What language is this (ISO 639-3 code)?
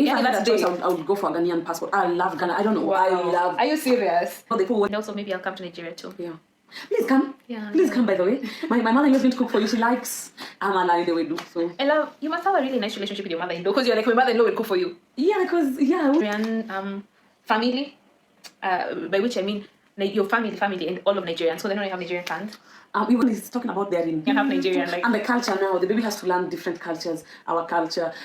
pcm